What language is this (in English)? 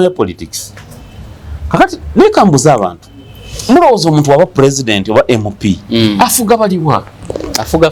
Ganda